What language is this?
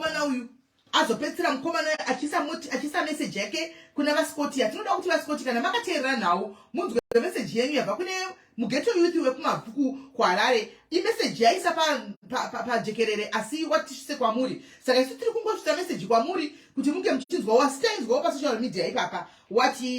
Shona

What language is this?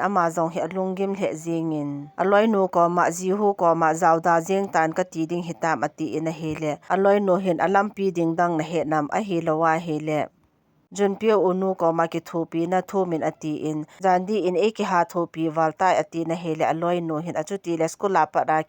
Thado Chin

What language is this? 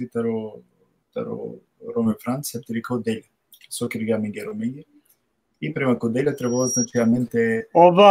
Balkan Romani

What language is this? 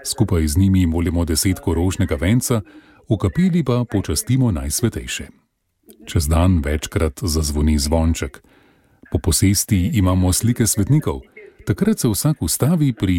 Slovenian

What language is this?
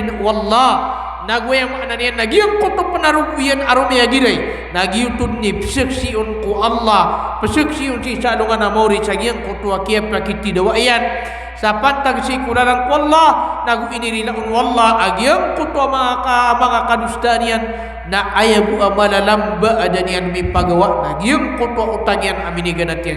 Maranao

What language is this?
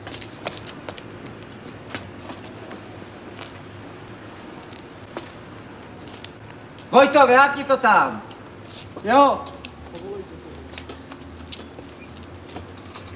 Czech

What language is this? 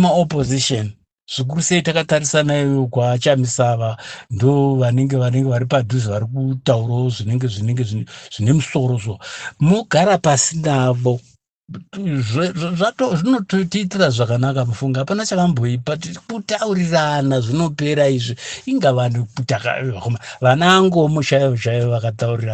Shona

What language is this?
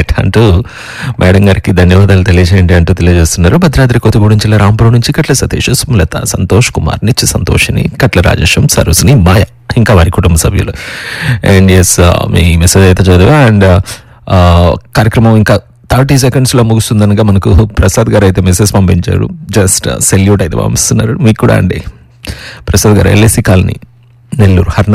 Telugu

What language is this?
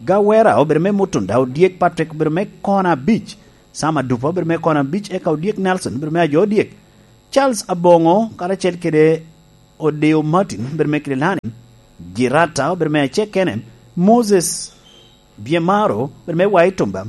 Lango (Uganda)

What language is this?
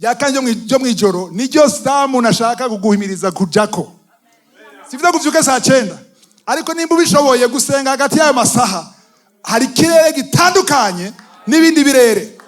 Rundi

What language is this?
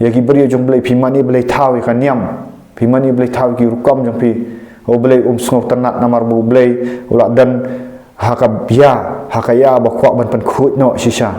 Khasi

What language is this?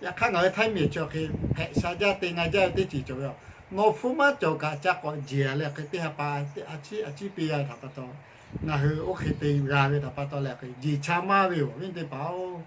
Lahu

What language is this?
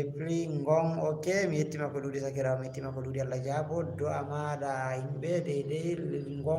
Fula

